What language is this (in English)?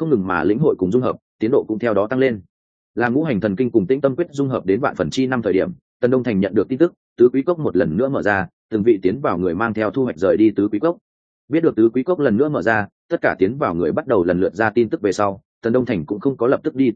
Vietnamese